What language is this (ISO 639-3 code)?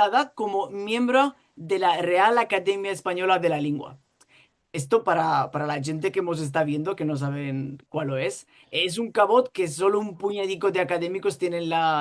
lad